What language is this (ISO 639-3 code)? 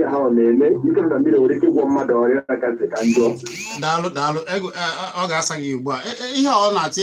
ibo